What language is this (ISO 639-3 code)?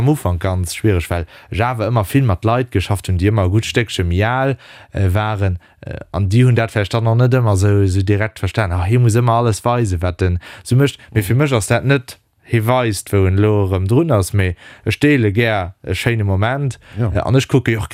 ltz